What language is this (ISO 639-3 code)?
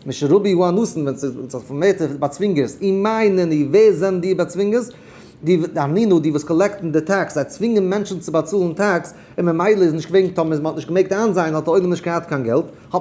yid